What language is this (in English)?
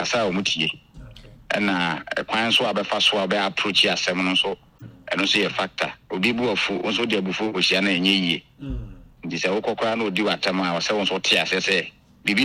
Akan